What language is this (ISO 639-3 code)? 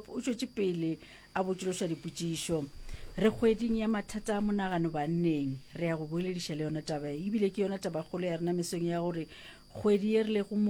nso